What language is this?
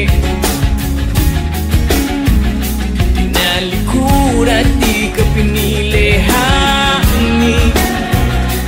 Filipino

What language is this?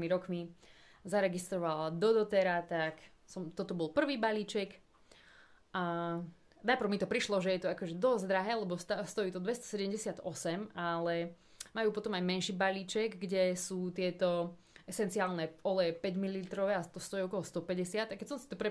Slovak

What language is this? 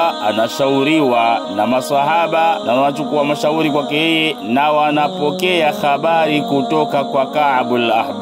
Swahili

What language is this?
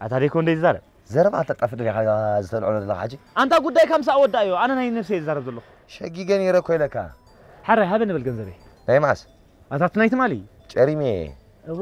Tigrinya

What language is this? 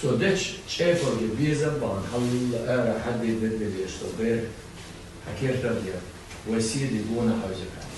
Chechen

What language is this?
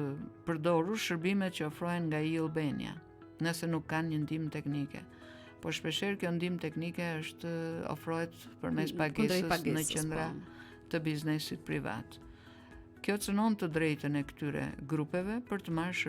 Albanian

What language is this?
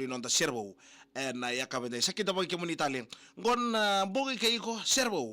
Fijian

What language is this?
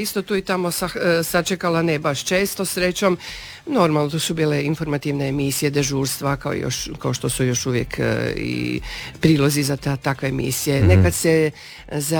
Croatian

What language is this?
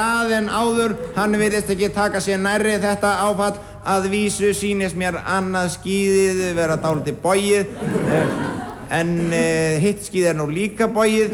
Icelandic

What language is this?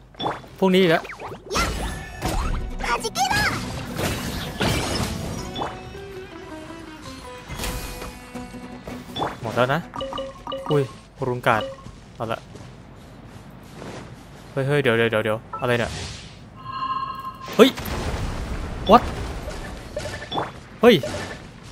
Thai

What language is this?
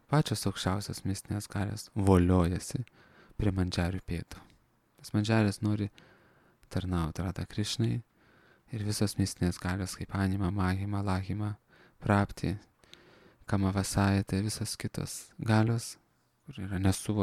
Lithuanian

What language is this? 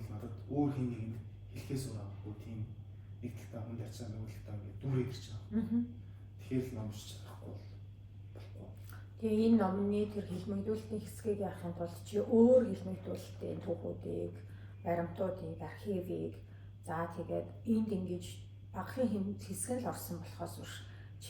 Mongolian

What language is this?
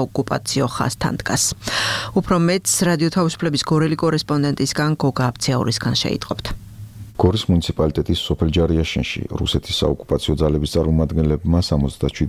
Georgian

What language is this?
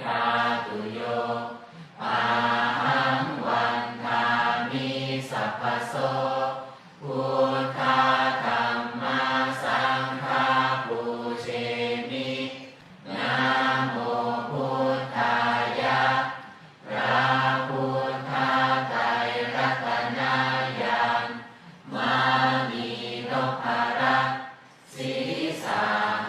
Pali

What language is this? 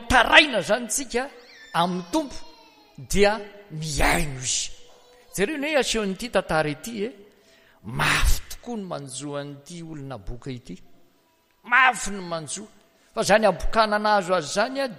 Malagasy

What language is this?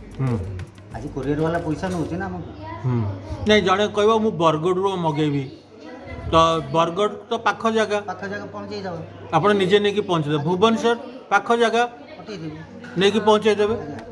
Odia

